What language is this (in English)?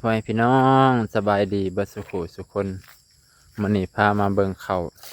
Lao